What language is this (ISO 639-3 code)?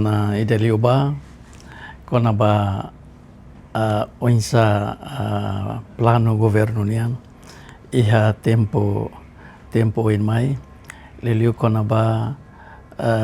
tet